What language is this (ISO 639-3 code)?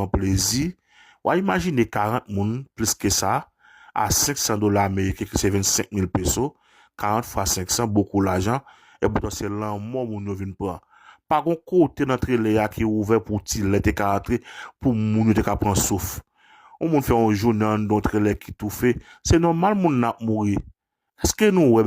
hat